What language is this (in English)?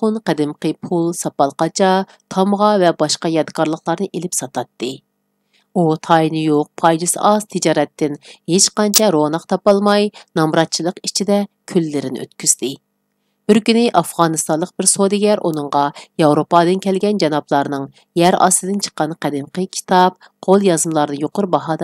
Uyghur